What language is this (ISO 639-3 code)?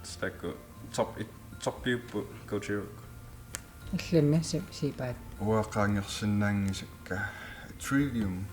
kal